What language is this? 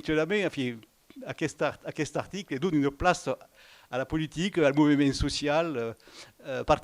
Occitan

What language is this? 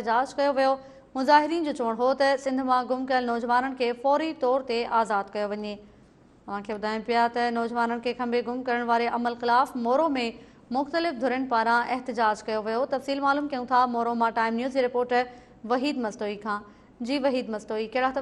Sindhi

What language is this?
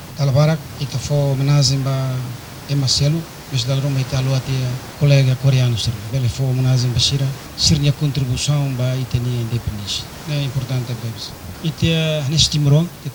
Tetum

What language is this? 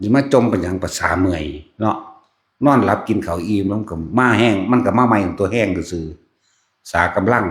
Northeastern Thai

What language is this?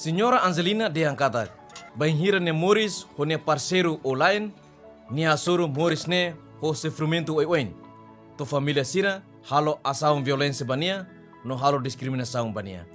Tetum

